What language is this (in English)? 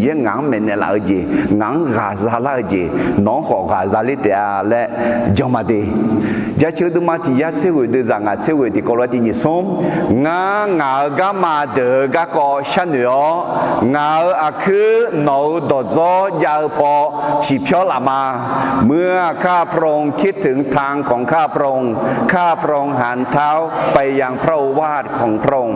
Akha